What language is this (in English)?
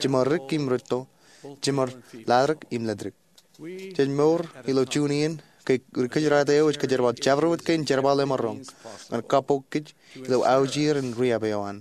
Marshallese